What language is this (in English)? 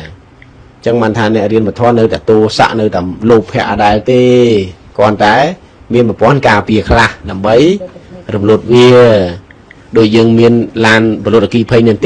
Khmer